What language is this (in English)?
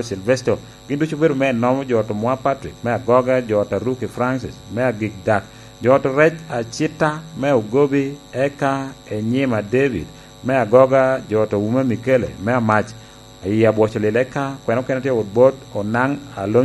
Lango (Uganda)